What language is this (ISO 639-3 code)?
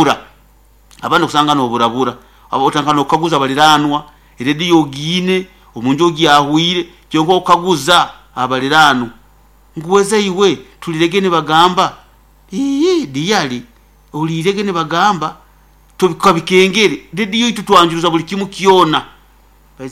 nyo